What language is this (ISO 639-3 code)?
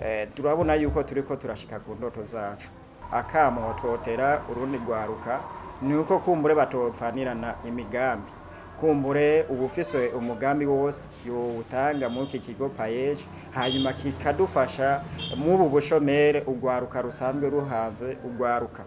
run